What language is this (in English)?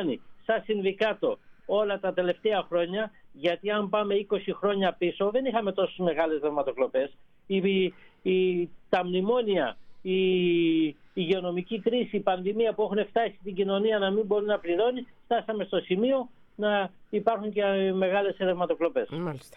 Greek